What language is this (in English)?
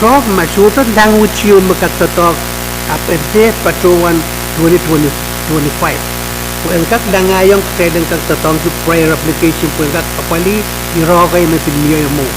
Pohnpeian